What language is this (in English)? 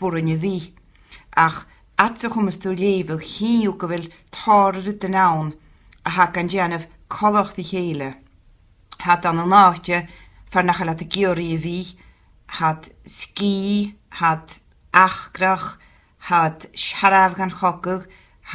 Scottish Gaelic